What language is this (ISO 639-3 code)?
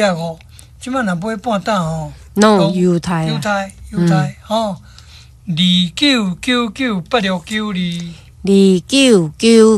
nan